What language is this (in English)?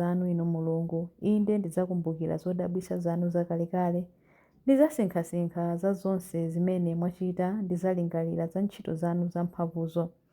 Nyanja